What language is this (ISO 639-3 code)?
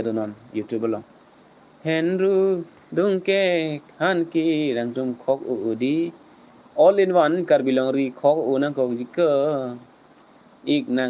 mjw